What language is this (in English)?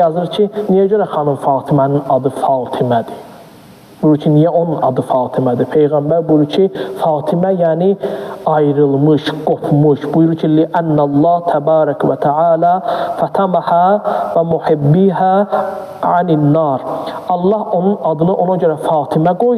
Azerbaijani